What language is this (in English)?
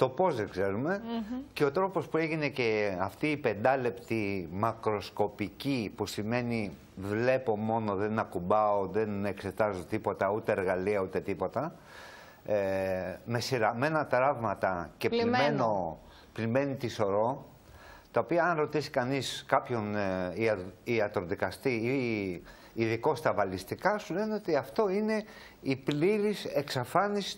Greek